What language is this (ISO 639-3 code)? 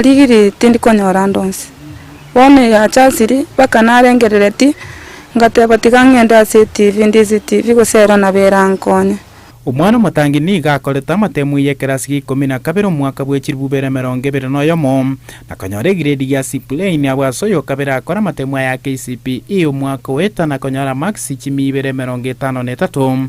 guz